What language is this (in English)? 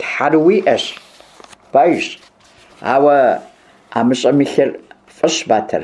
Kabardian